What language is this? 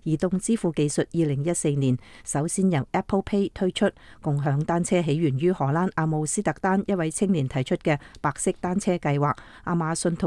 Cantonese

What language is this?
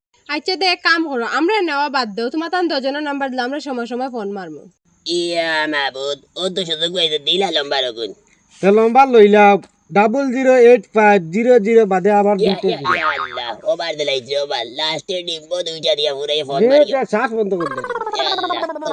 Sylheti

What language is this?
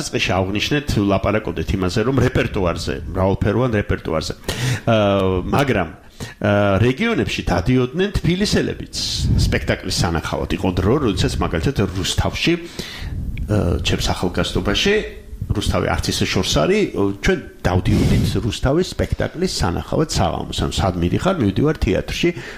Georgian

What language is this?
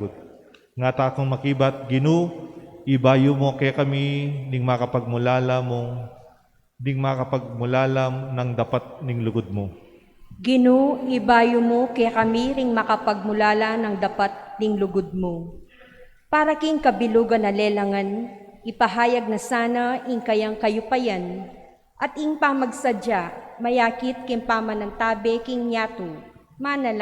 Pampanga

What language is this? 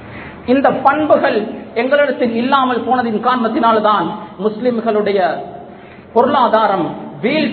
Tamil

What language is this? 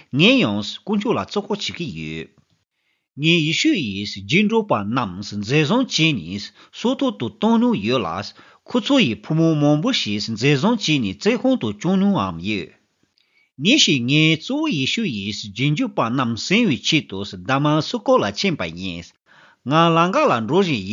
Tibetan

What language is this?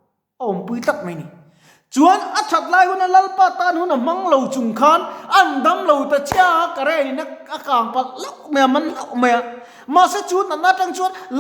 Mizo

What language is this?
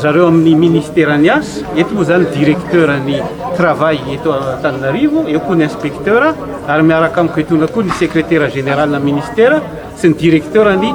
Malagasy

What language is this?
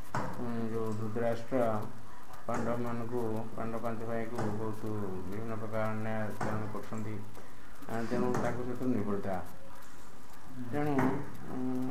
Odia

